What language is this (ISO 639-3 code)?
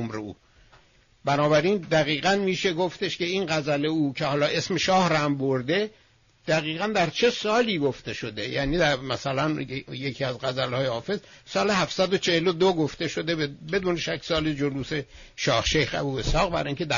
fas